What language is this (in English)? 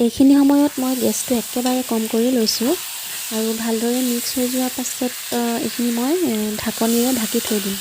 Assamese